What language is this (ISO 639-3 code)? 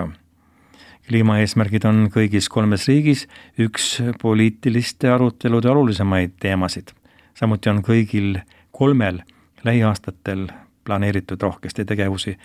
est